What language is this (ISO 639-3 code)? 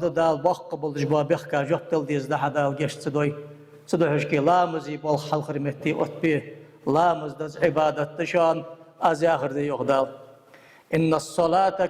inh